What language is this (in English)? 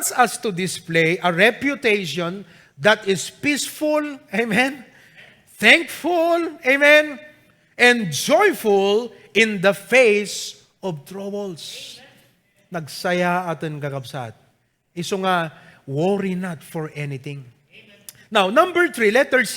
Iloko